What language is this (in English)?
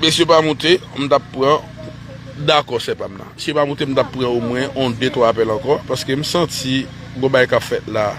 Haitian Creole